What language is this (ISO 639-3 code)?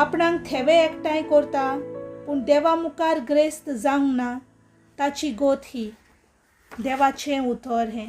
kok